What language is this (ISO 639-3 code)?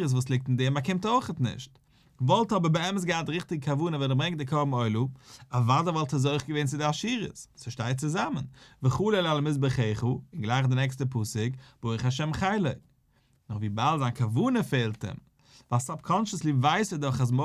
yid